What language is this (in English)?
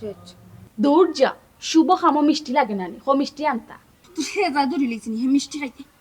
Sylheti